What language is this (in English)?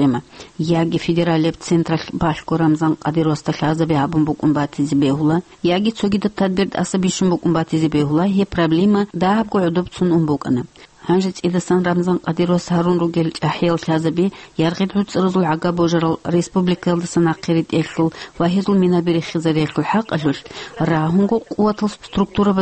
Avaric